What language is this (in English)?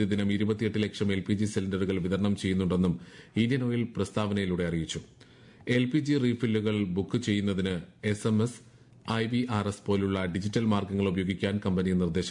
Malayalam